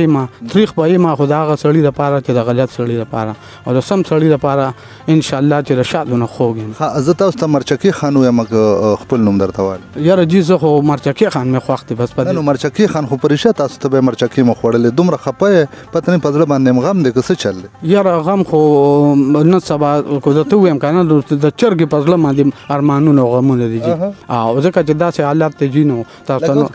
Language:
Pashto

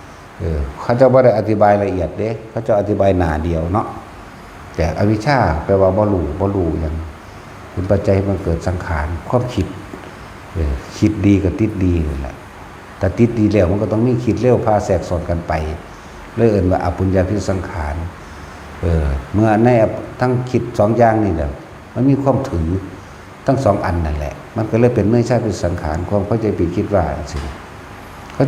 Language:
Northeastern Thai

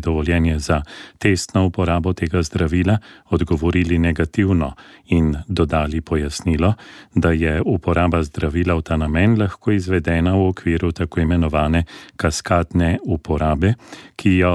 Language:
Slovenian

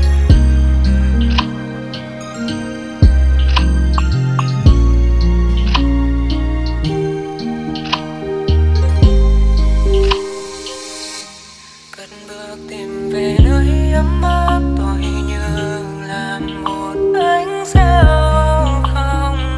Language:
Vietnamese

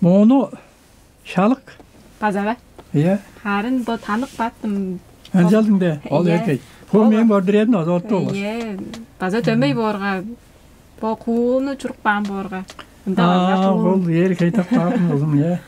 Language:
Tuvinian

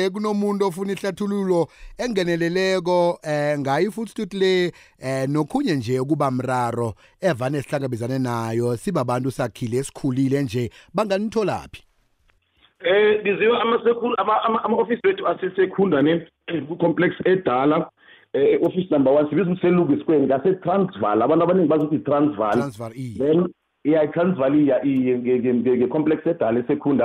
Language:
South Ndebele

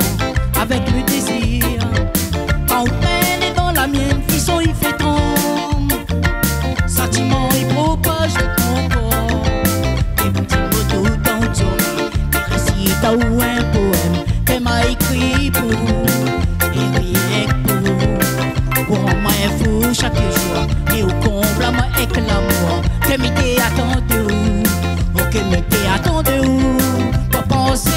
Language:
Réunion Creole French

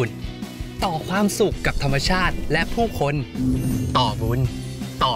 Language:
Thai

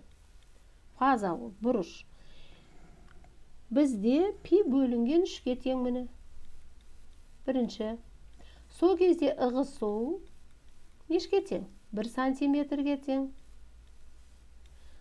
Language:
Kazakh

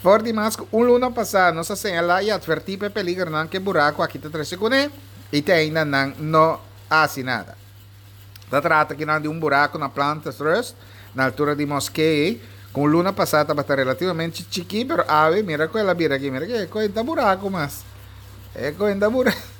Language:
Papiamento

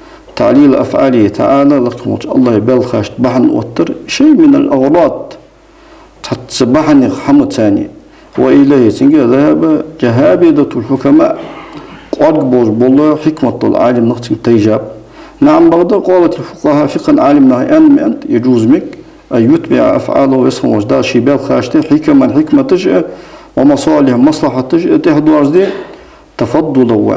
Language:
Ingush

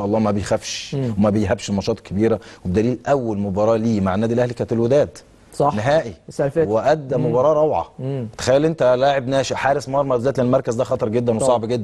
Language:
Egyptian Arabic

